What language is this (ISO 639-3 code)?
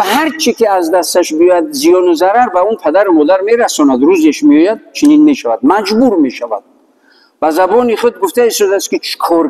tgk